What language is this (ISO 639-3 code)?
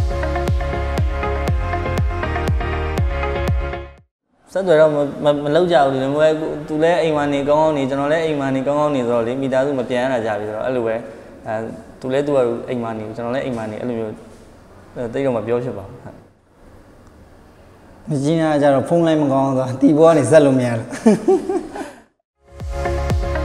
mya